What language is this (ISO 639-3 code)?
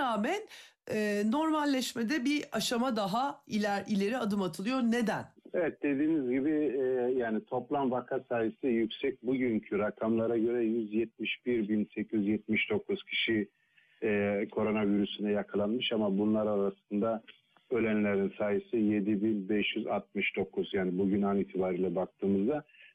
tur